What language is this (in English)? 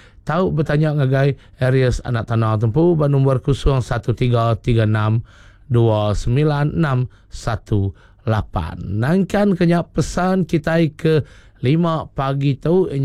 Iban